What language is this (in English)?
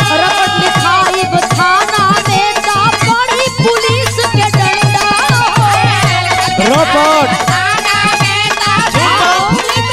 Bhojpuri